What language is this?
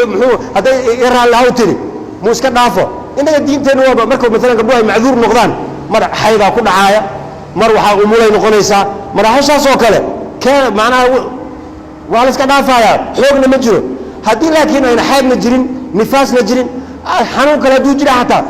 Somali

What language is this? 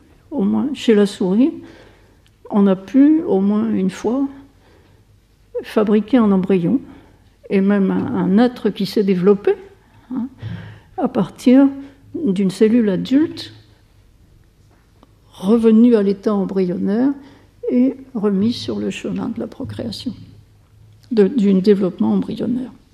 French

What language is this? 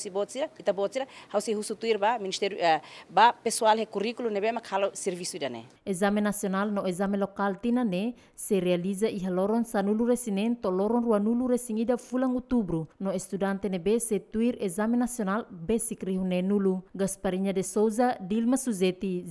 Tetum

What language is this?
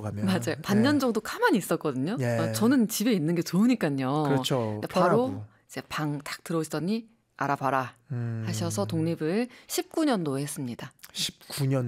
Korean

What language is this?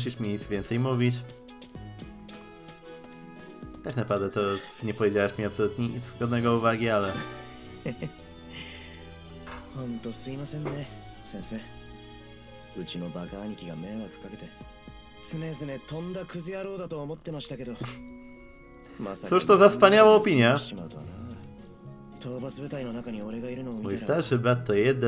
Polish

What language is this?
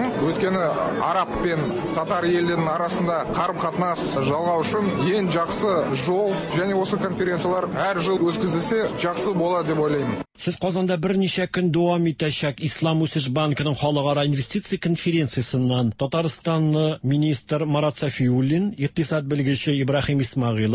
Tatar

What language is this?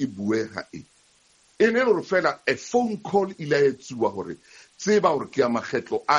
Southern Sotho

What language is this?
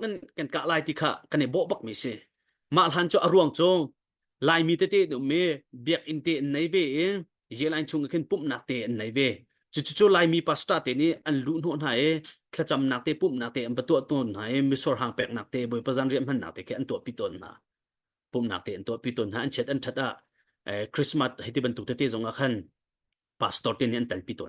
Hakha Chin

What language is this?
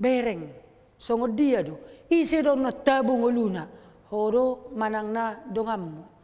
Batak Toba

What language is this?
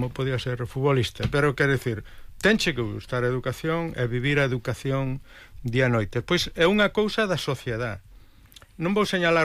Galician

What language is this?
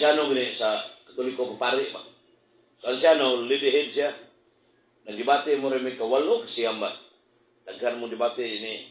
Cebuano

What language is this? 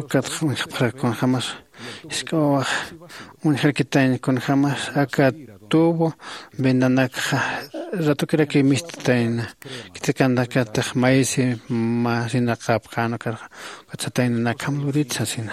Aymara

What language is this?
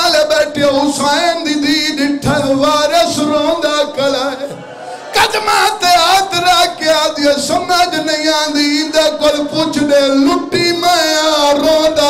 Saraiki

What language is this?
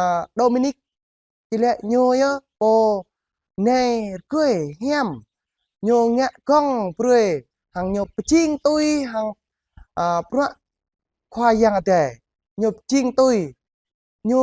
Jarai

